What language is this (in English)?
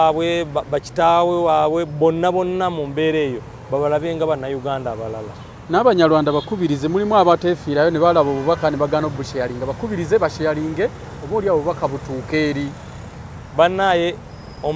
Ganda